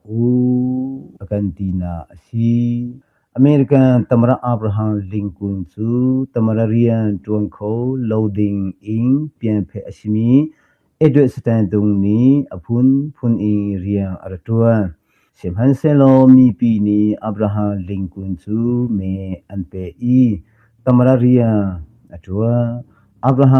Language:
Hakha Chin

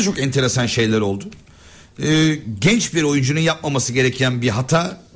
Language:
Turkish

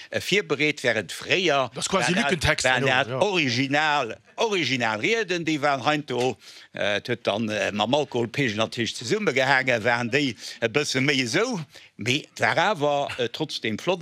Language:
Luxembourgish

